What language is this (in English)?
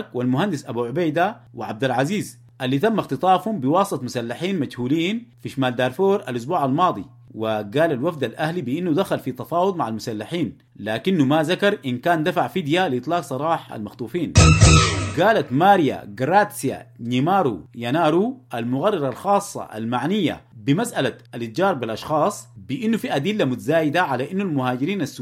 Sudanese Arabic